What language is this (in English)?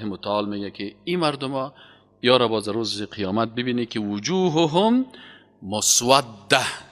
Persian